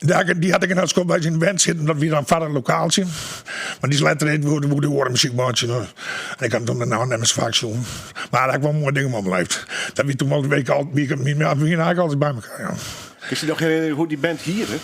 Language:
Western Frisian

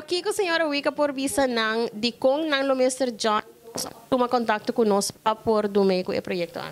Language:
Papiamento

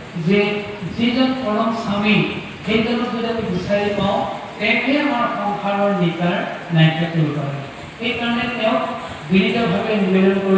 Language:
Assamese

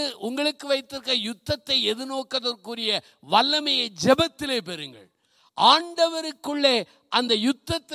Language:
Tamil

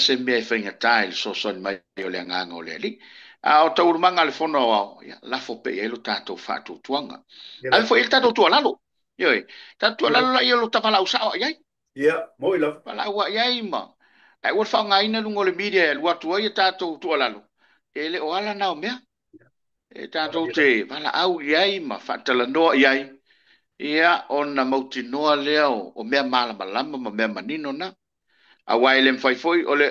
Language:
Samoan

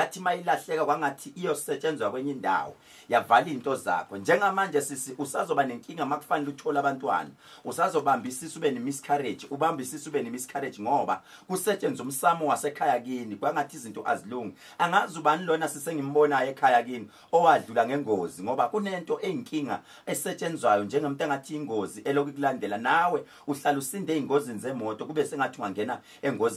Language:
Zulu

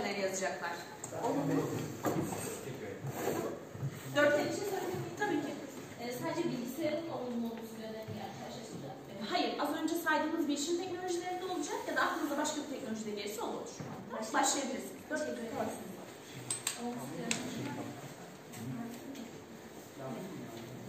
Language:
Turkish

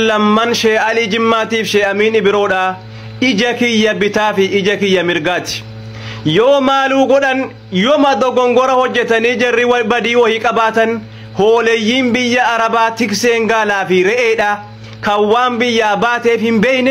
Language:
Oromo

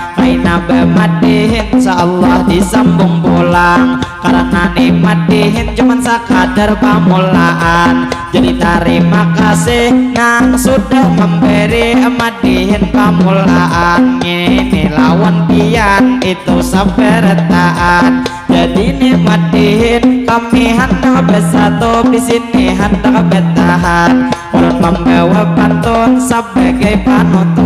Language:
Banjar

